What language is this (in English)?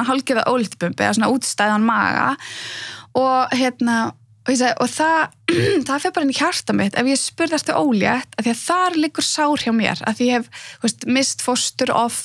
Icelandic